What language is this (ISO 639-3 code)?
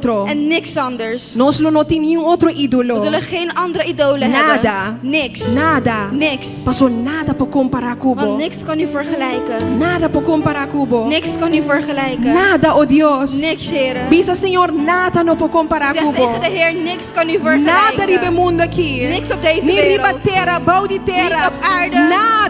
pap